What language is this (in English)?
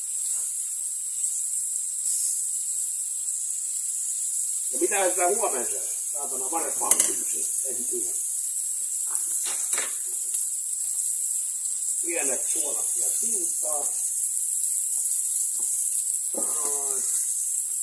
Finnish